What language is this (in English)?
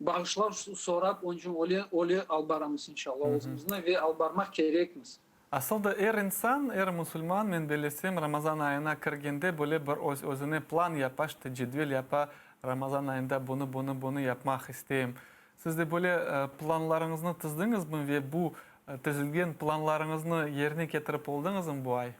Crimean Tatar